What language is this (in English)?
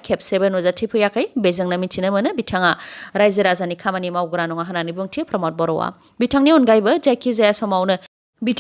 Bodo